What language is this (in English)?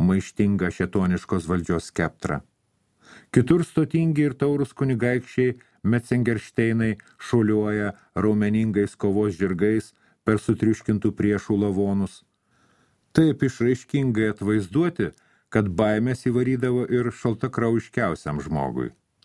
Lithuanian